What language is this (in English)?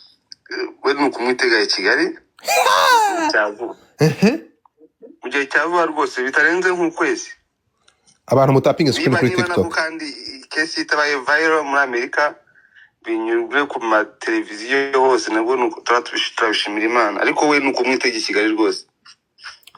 Kinyarwanda